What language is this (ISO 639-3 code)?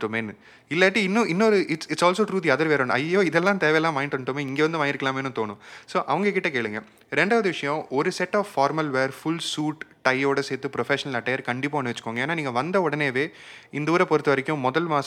tam